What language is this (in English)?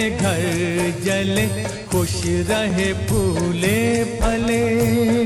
Hindi